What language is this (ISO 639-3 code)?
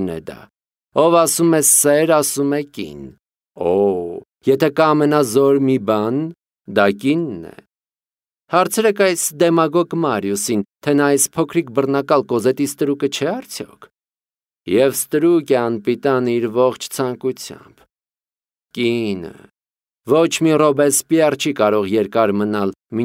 hye